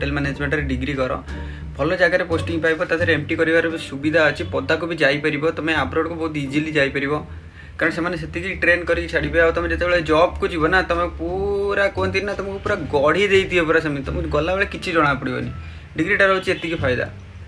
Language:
Odia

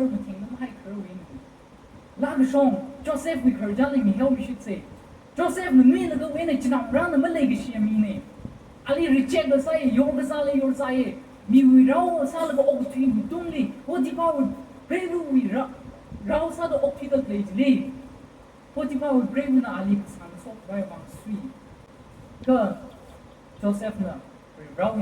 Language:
Tangkhul Naga (India)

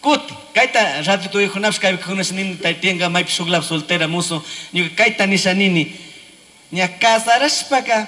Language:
Chimborazo Highland Quichua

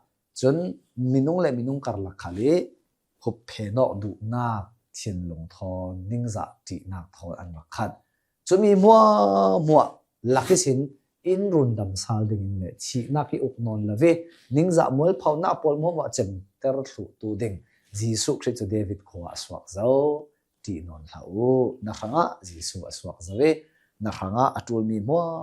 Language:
Hakha Chin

